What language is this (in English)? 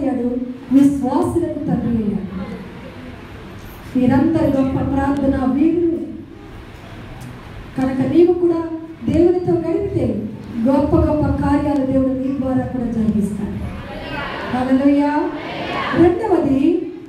Telugu